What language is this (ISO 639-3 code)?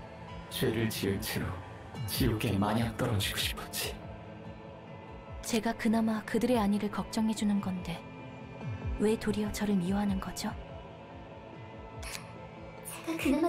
kor